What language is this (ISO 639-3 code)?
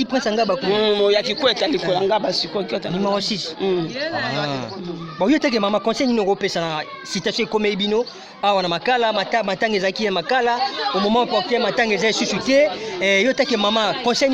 lin